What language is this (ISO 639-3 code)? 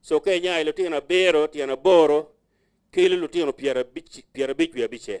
ach